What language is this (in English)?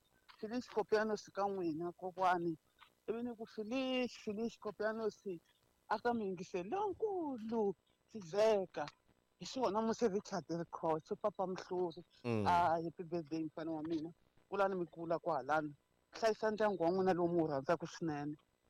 Tsonga